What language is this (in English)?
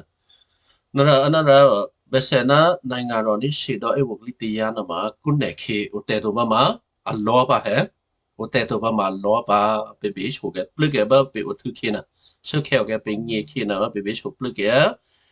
Western Kayah